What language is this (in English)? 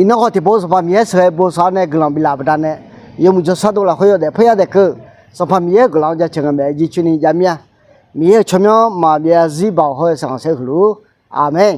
Akha